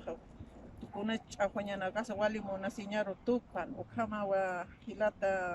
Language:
Aymara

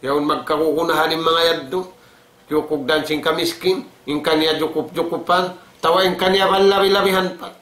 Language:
Tausug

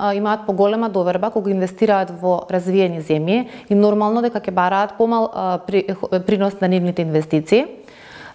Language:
Macedonian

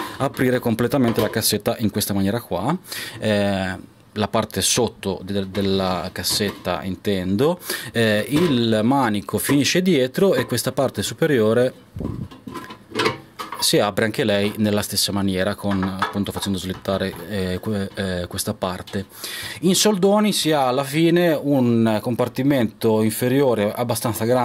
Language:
Italian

